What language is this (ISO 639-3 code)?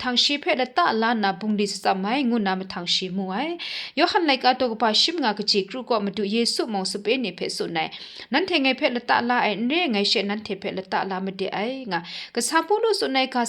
kac